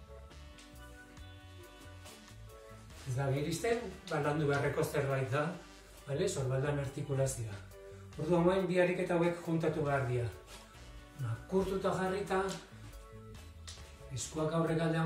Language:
Basque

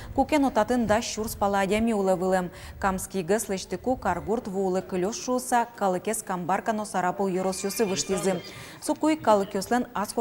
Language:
Udmurt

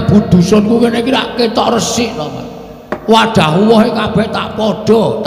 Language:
Javanese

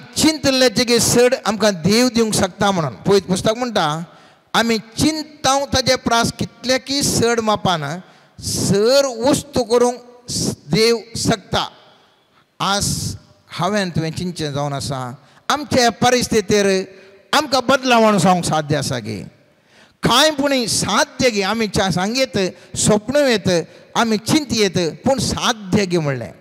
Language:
Konkani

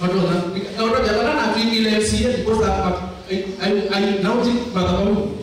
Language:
Kamba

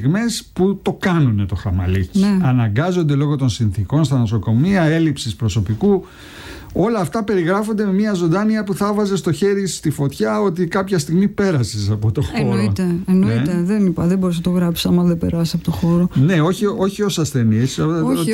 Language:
Greek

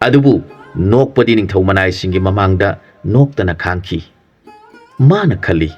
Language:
Manipuri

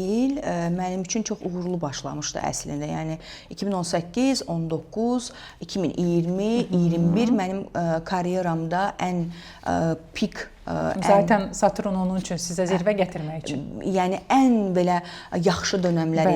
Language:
Azerbaijani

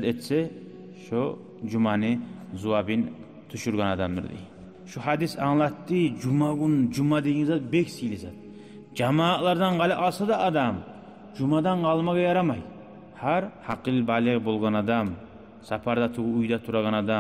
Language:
Kumyk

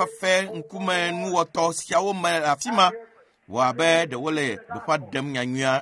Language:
Ewe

